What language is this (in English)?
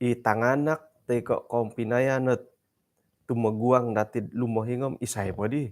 Central Dusun